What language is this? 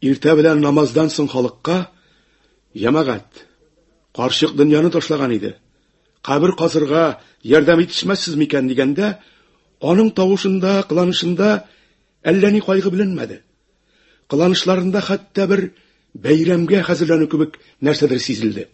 Tatar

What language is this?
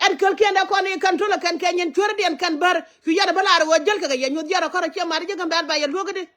Nuer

